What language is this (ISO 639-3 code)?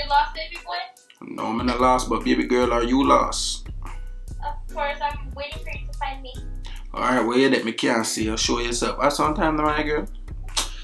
jam